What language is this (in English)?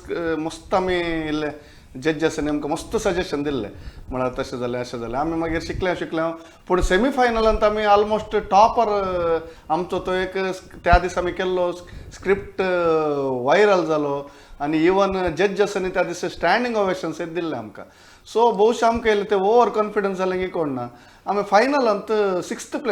Konkani